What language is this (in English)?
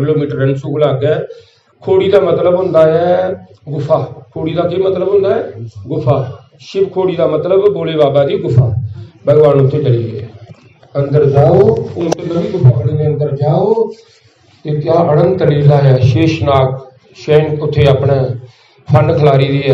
Dogri